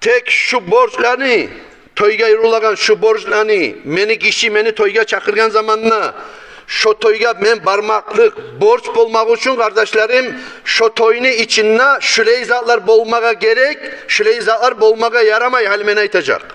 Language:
Kumyk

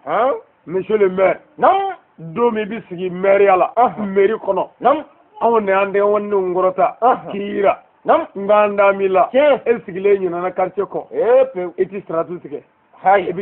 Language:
Bambara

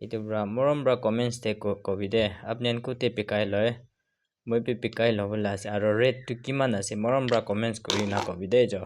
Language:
Naga Pidgin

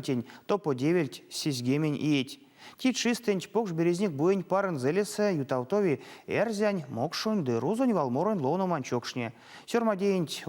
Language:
Erzya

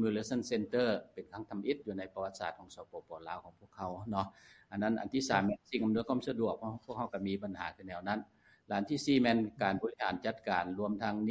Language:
Lao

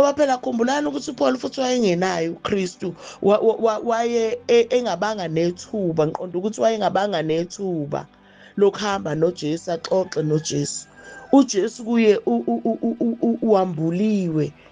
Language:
Zulu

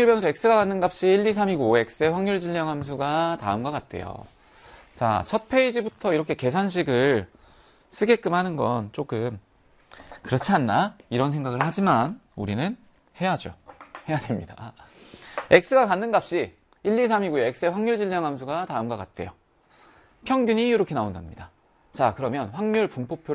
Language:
Korean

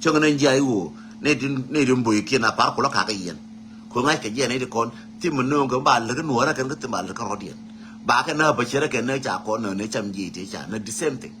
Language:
Nuer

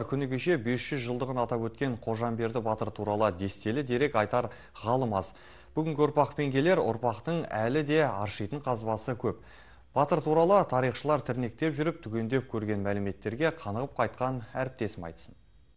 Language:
Kazakh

